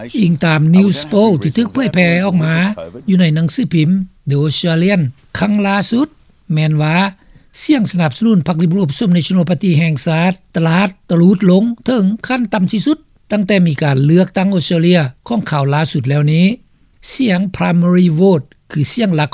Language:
Lao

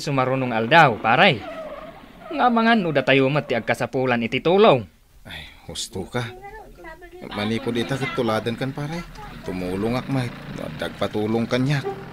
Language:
Iloko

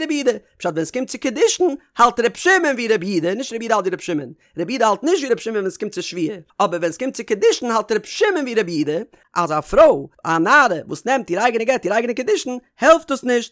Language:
Yiddish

